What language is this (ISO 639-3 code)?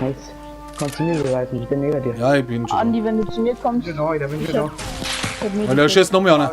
bar